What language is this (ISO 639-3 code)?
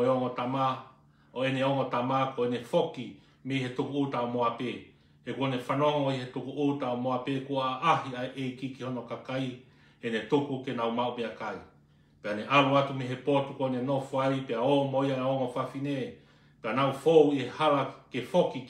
ton